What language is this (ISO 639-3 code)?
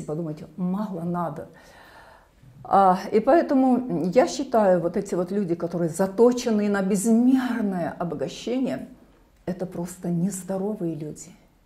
rus